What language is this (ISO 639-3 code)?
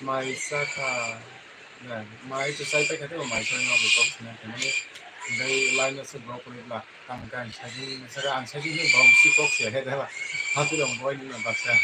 trp